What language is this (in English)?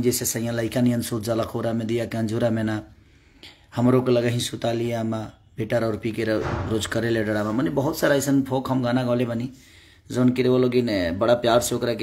Bhojpuri